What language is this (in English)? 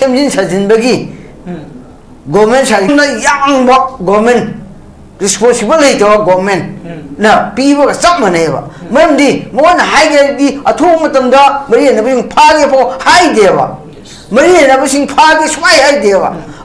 Manipuri